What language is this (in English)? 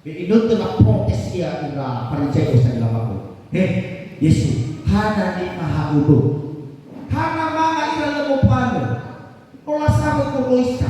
Nias